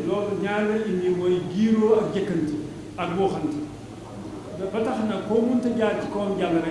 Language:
Wolof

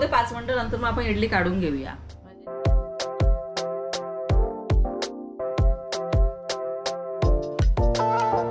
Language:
Marathi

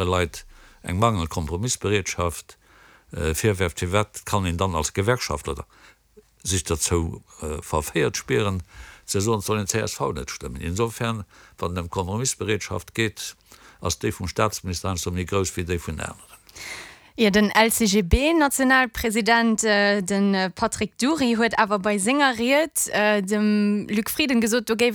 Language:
Luxembourgish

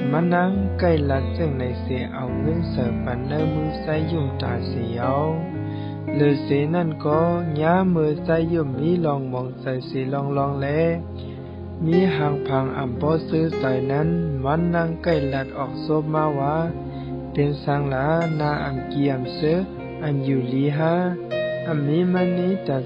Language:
Shan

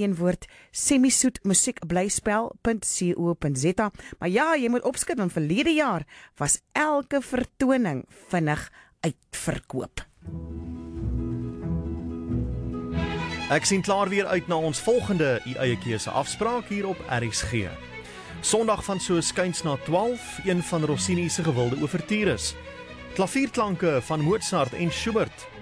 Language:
Afrikaans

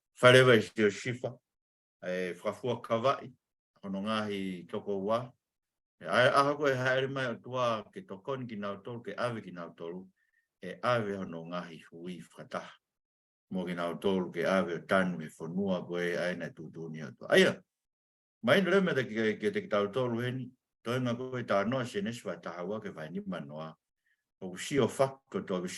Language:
Tongan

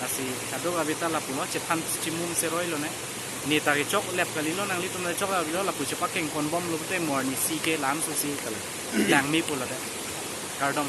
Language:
Karbi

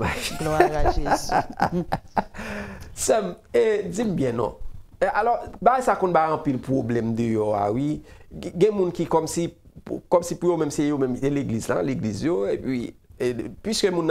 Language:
Haitian Creole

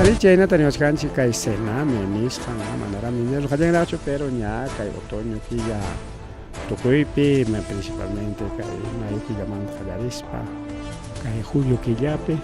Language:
Ayacucho Quechua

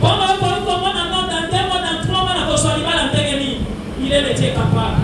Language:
Lingala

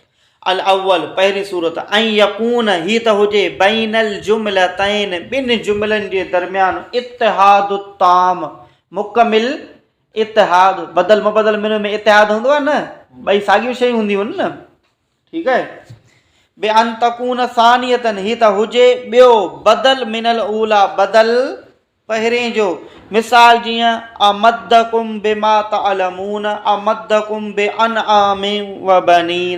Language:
Sindhi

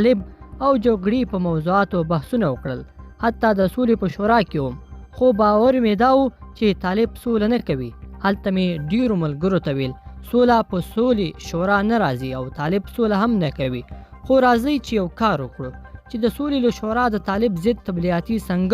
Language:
Pashto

